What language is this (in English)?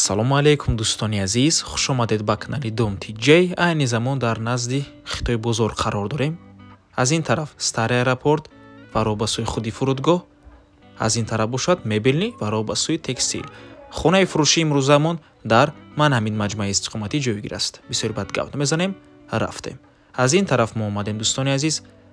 Tajik